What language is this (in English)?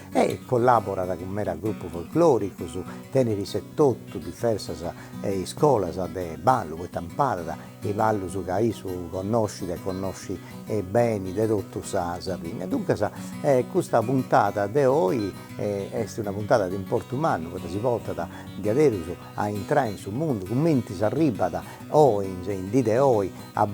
Sardinian